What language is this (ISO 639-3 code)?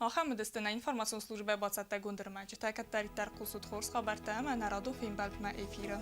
oss